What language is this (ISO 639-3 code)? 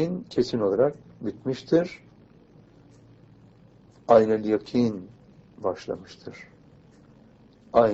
tur